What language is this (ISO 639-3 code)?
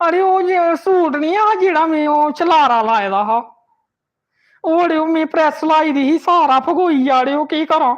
doi